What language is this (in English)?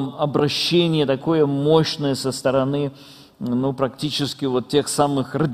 Russian